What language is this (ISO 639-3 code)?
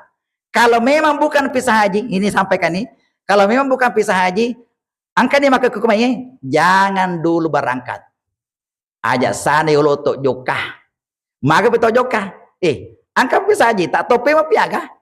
bug